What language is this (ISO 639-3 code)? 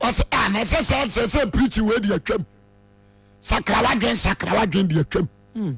aka